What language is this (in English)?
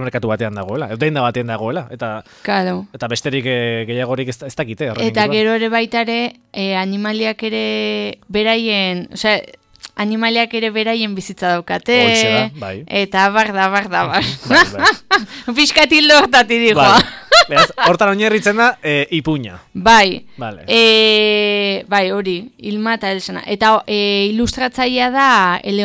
Basque